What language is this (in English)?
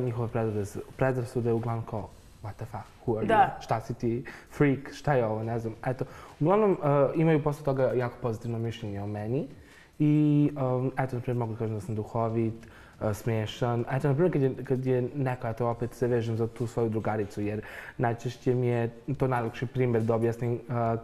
Serbian